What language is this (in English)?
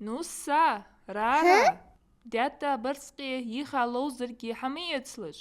Ingush